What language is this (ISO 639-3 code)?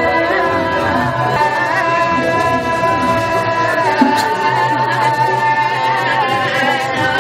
ban